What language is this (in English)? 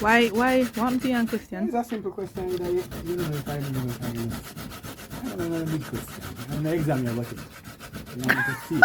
Jamaican Creole English